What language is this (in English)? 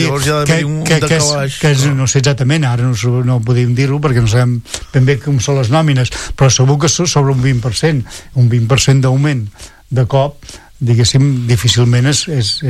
Catalan